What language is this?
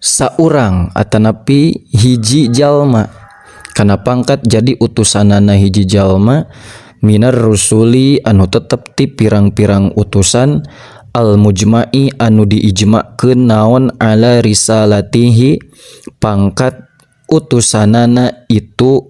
Sundanese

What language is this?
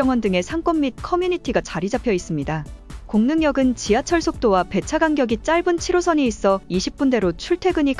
Korean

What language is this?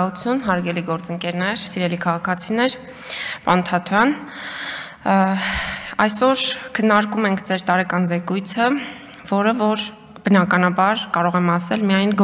Armenian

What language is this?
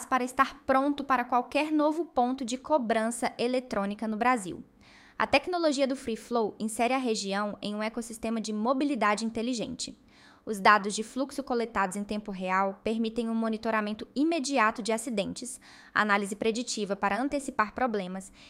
Portuguese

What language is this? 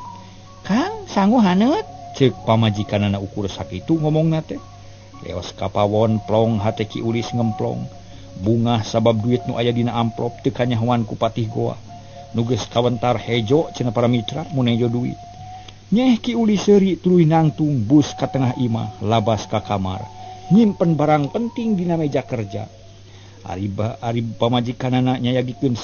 Sundanese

